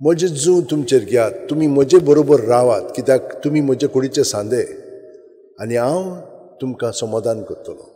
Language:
Konkani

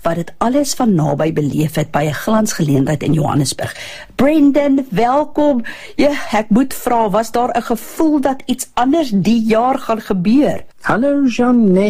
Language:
Afrikaans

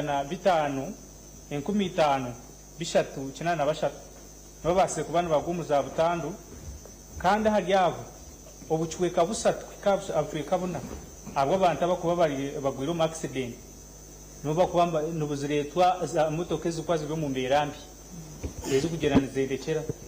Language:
Nyankole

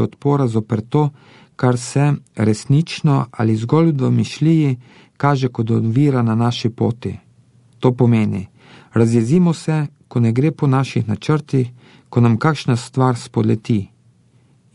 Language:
Slovenian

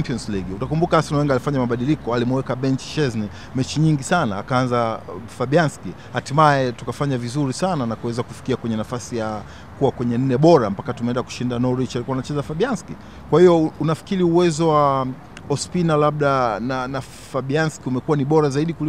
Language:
Swahili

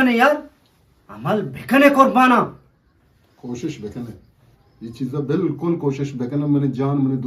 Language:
Eastern Balochi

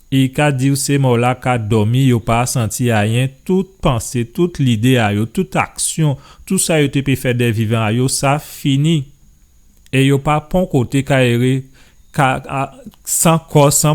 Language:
Guadeloupean Creole French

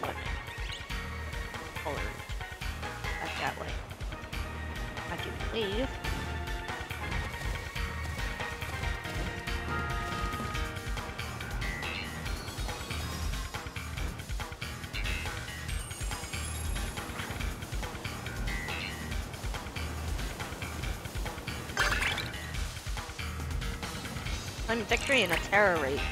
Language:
English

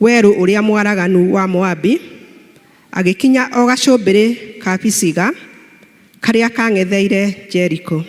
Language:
Kikuyu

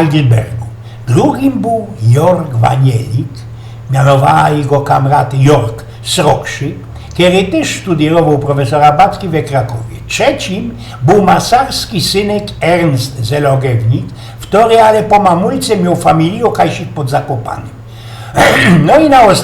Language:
Silesian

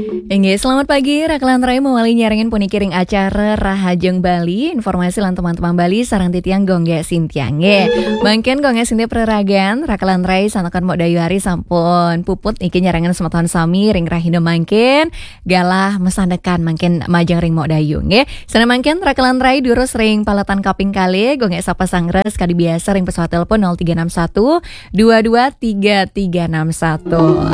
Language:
Balinese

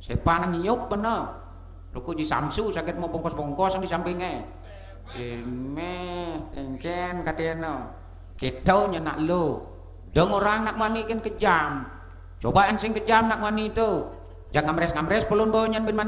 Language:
Balinese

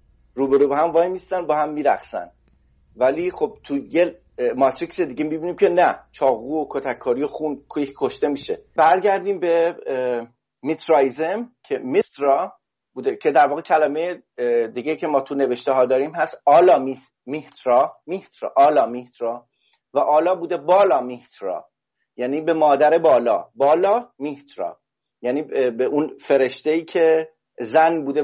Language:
Persian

